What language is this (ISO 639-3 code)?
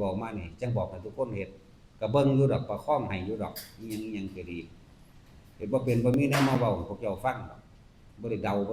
tts